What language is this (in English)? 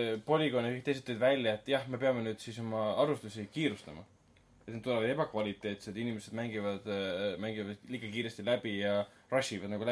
Estonian